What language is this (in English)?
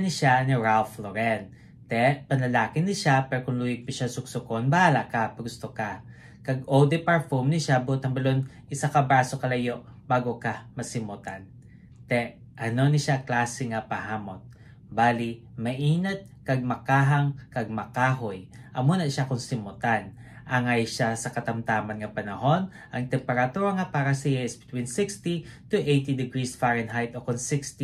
Hiligaynon